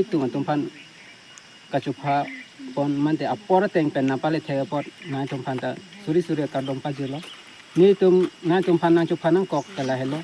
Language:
Karbi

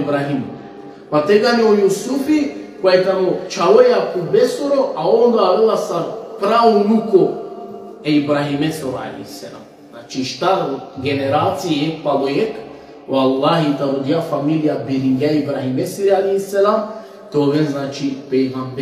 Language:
Balkan Romani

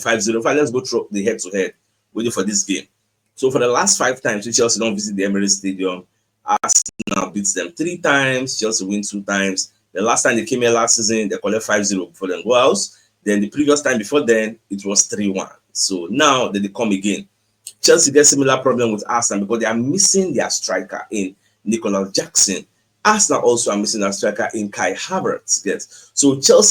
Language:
Nigerian Pidgin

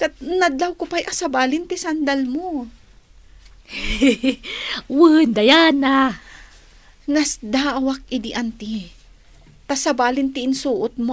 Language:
Iloko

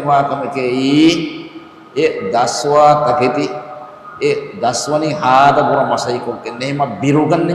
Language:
Divehi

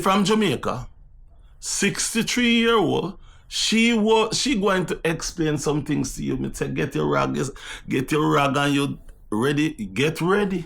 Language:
Jamaican Creole English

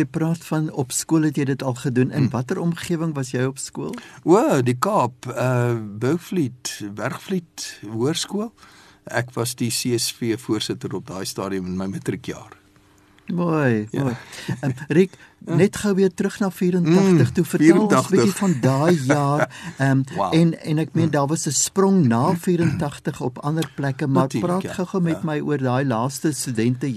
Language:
Afrikaans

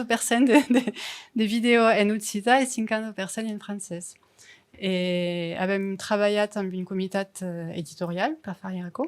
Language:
Occitan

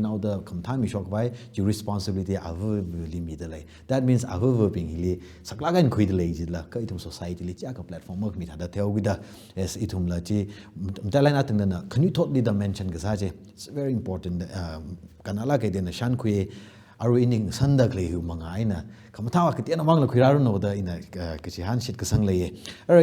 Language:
Tangkhul Naga (India)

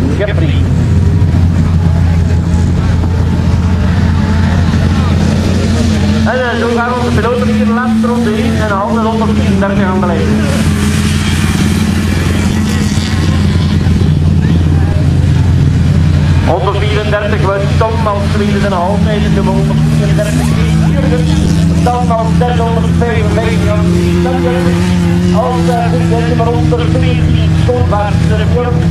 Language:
Dutch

